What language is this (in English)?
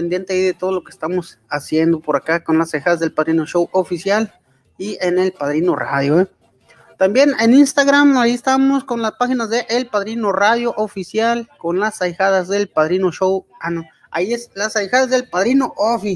Spanish